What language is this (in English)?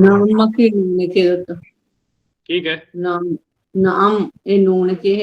Divehi